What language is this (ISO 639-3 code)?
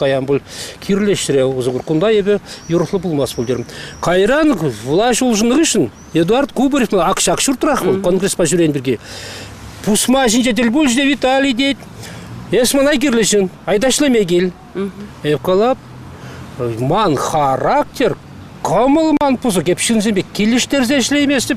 chv